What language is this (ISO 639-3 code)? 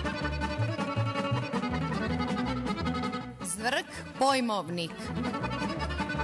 hrv